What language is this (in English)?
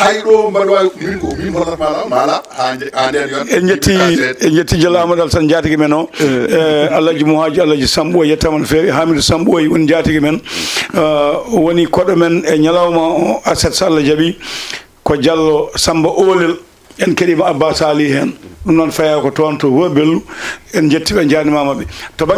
Fula